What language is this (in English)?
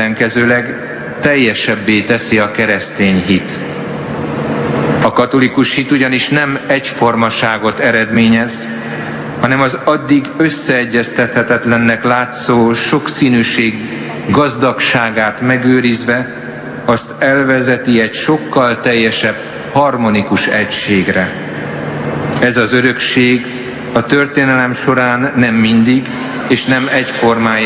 Hungarian